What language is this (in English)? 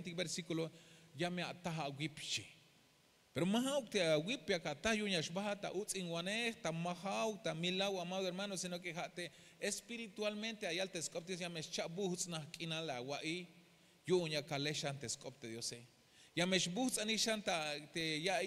Tzeltal